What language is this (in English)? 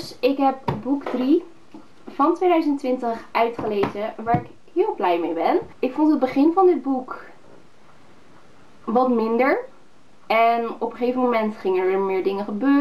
Dutch